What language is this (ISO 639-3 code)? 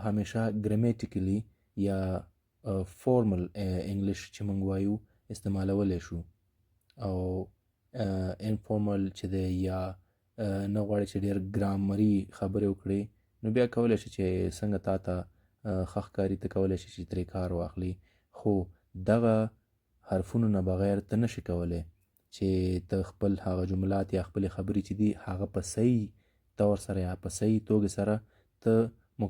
pus